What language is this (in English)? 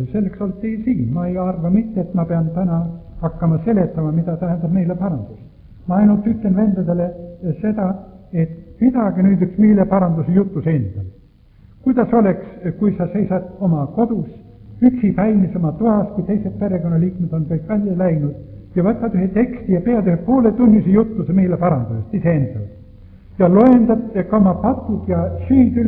Estonian